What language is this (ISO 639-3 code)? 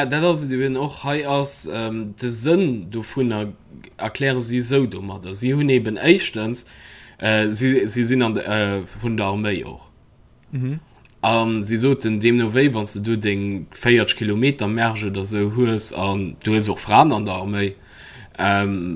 ltz